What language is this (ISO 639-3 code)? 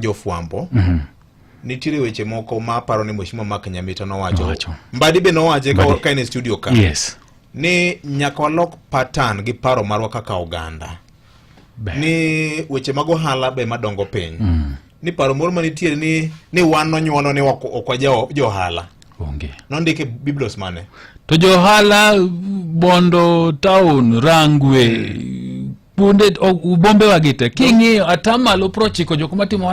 luo